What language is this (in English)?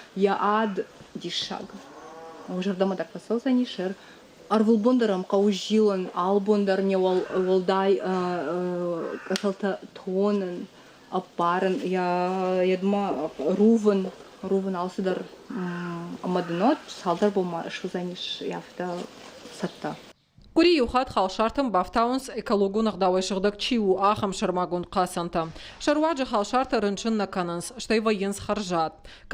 Ossetic